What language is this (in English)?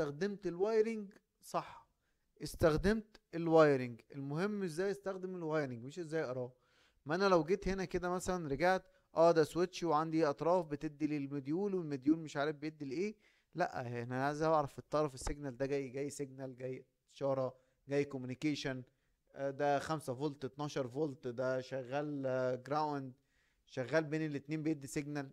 Egyptian Arabic